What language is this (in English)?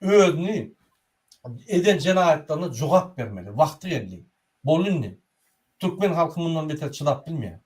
Turkmen